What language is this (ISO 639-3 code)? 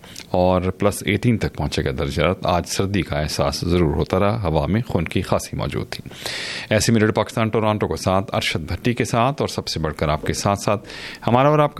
urd